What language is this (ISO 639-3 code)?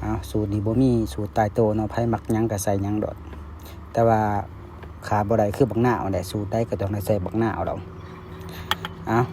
lao